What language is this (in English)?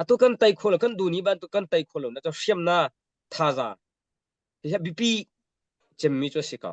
Hakha Chin